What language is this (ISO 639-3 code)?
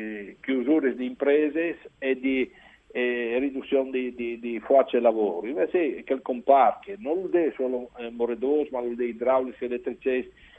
fur